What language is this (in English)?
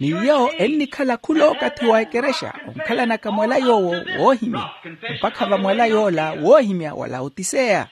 Makhuwa